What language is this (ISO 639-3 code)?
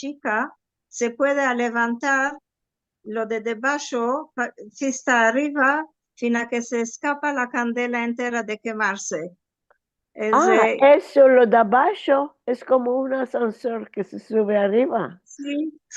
lad